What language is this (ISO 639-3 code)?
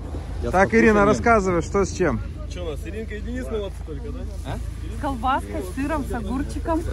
rus